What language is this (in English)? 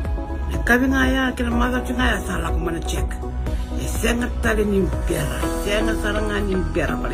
Fijian